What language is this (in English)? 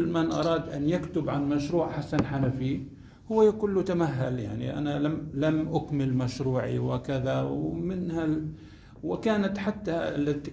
Arabic